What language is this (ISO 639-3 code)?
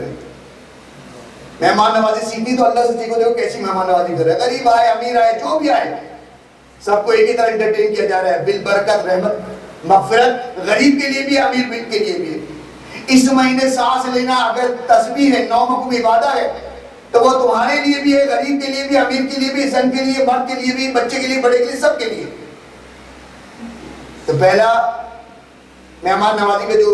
urd